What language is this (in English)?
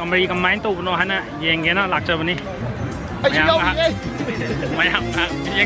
Manipuri